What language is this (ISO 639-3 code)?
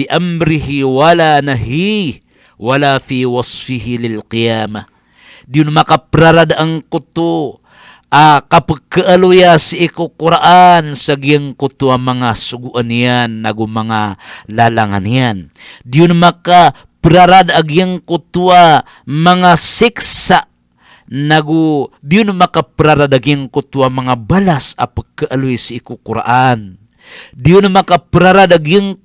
mrw